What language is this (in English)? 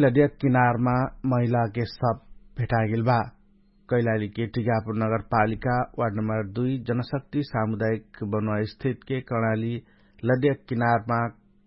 Dangaura Tharu